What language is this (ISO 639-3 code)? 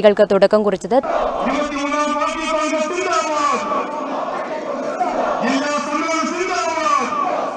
mal